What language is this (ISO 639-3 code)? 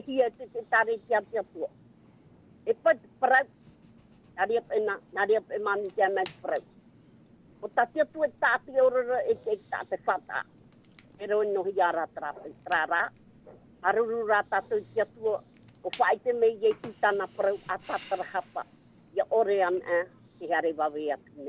tah